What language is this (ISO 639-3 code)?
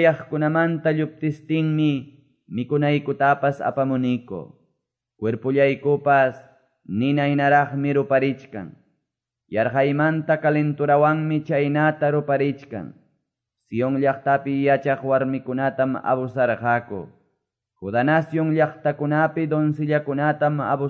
que